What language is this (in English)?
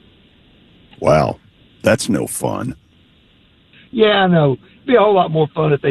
English